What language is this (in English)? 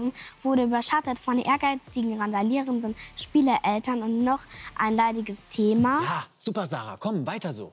German